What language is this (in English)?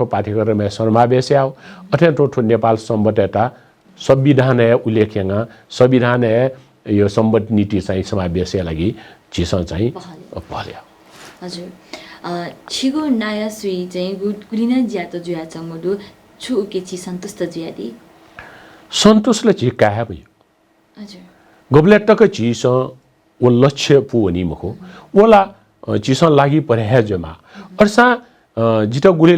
Newari